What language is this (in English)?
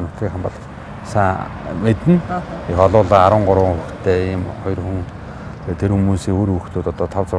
Mongolian